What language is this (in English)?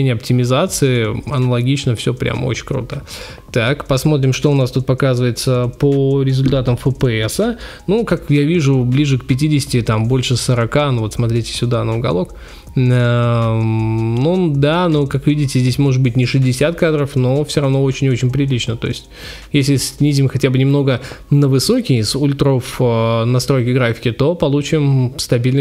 Russian